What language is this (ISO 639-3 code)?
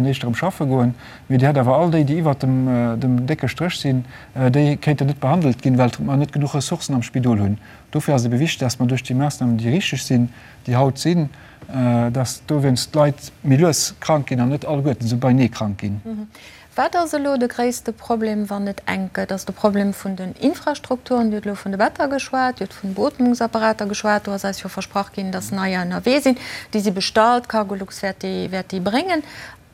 ltz